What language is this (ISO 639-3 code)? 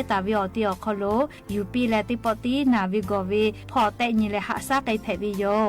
lhu